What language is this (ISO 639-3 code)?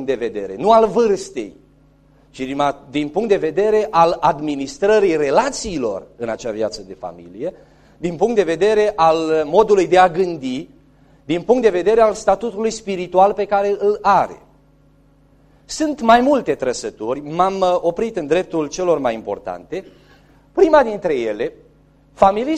ron